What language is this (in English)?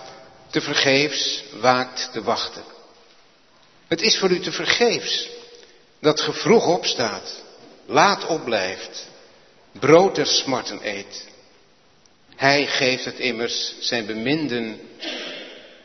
Dutch